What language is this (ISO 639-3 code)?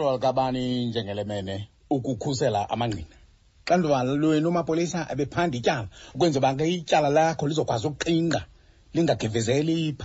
xho